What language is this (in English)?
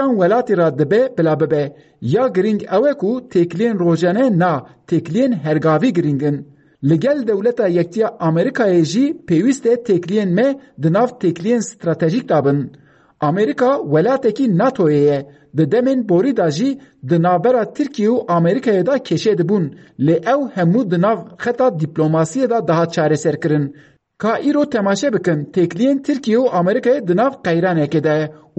Kurdish